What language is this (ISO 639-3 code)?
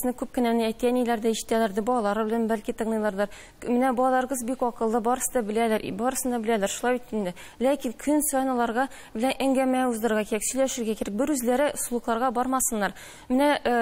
tat